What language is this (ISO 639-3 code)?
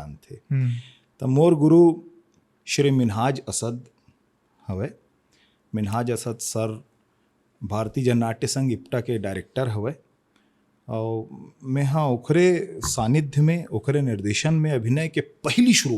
hne